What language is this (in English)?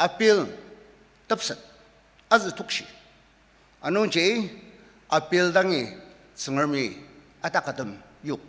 Ao Naga